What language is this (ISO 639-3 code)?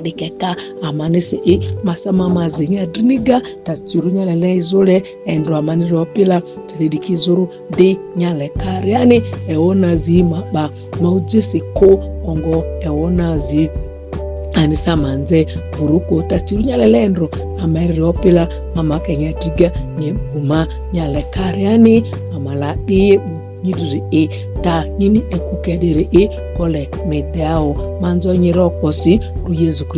mhi